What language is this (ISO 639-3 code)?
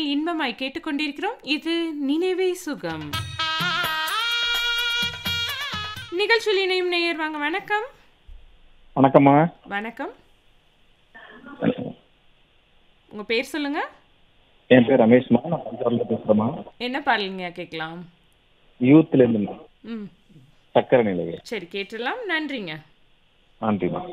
tam